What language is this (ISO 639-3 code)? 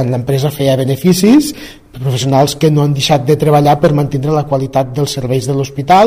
cat